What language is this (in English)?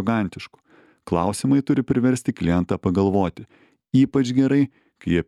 Lithuanian